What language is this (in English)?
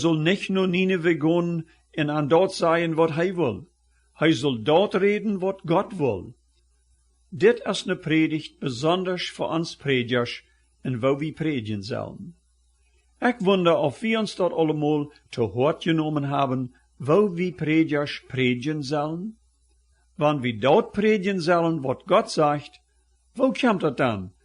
Plautdietsch